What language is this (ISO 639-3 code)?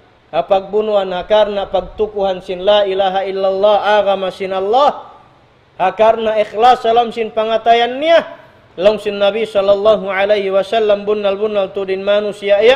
tsg